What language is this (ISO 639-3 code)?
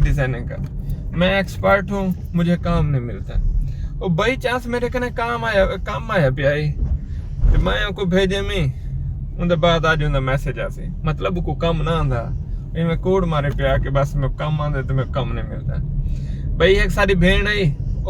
skr